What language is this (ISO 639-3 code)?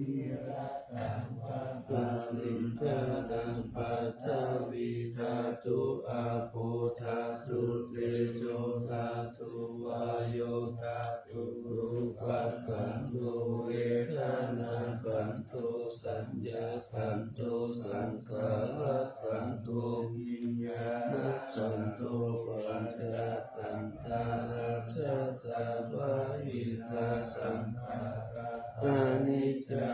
pli